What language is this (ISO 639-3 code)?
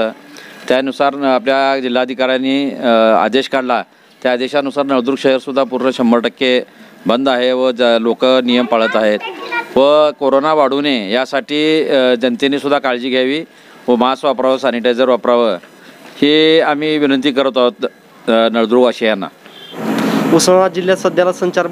mar